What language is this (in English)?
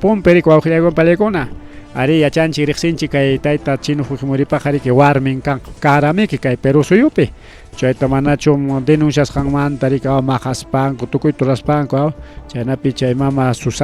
Ayacucho Quechua